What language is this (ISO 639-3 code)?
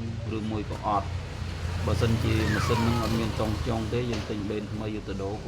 khm